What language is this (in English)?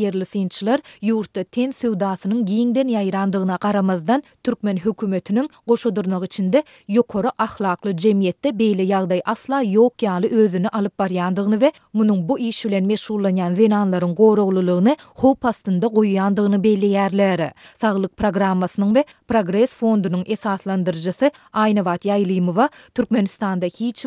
Turkmen